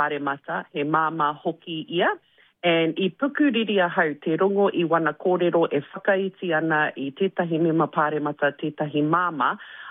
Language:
Māori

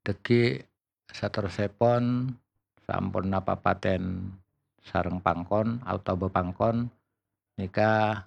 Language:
Madurese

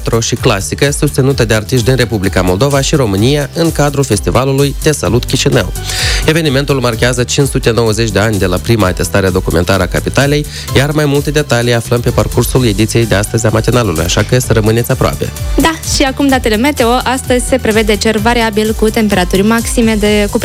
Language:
Romanian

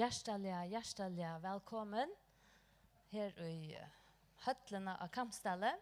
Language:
Faroese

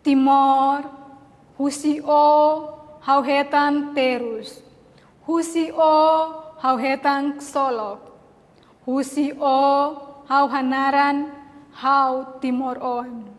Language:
Tetum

